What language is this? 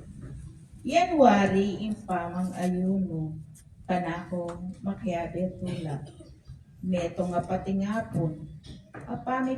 Pampanga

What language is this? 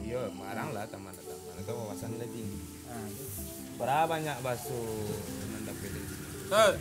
Minangkabau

